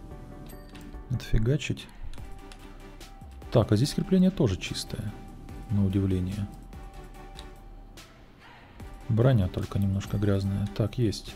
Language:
Russian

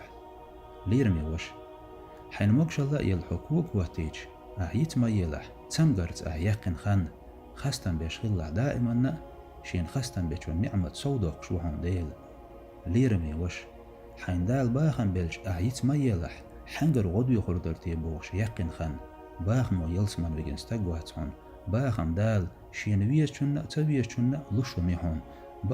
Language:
Chechen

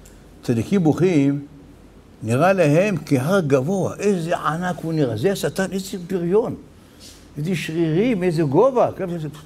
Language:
Hebrew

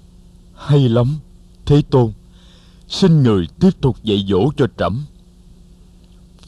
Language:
Vietnamese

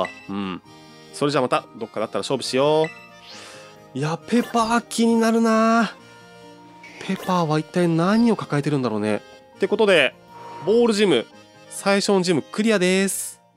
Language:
Japanese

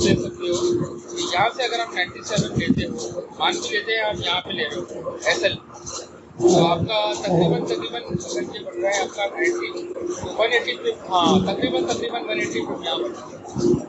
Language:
Hindi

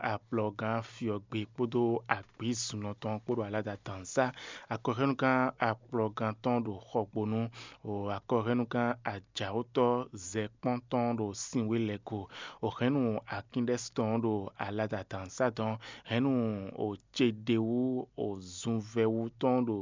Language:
Fon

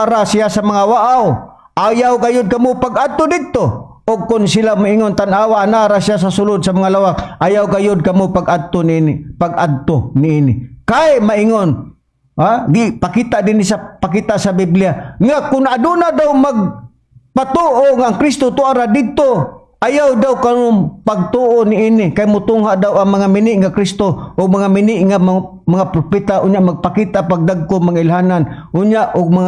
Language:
Cebuano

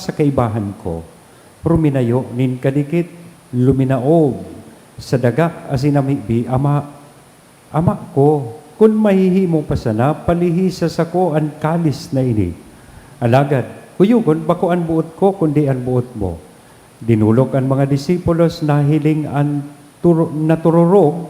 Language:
Bikol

